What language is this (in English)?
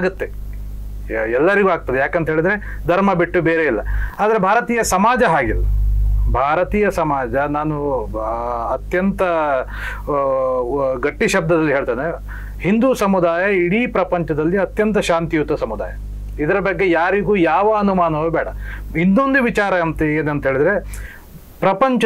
Kannada